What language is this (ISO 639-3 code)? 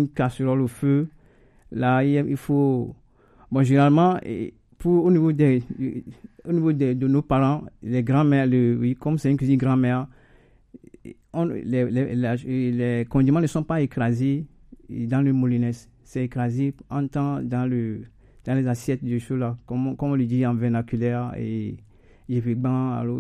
fra